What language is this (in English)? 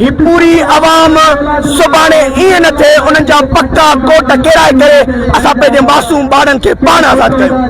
Sindhi